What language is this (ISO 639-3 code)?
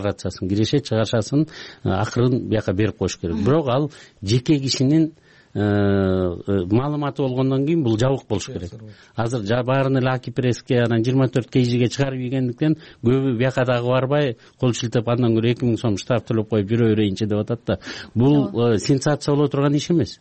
kir